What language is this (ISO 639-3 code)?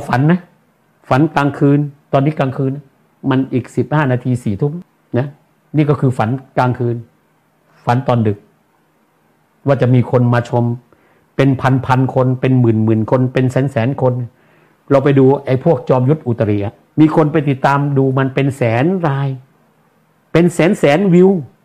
tha